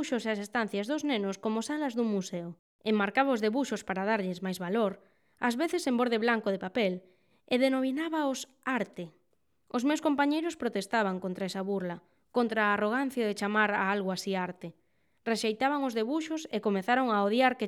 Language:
Galician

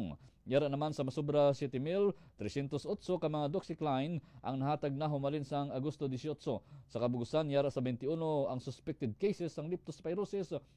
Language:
Hiligaynon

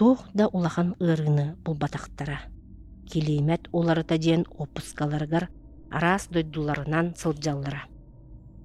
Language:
Yakut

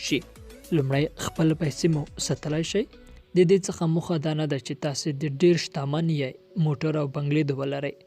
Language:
Pashto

